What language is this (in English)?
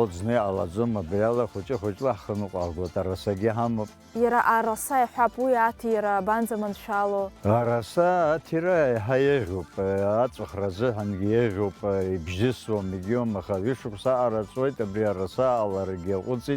Abkhazian